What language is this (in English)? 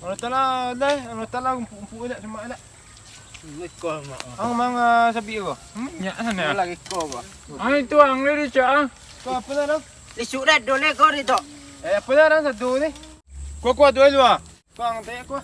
Minangkabau